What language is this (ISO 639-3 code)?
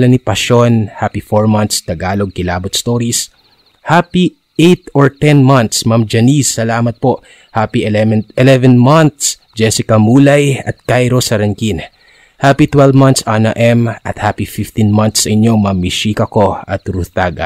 fil